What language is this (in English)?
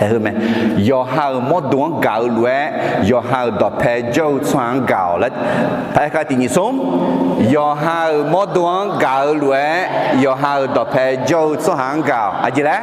Akha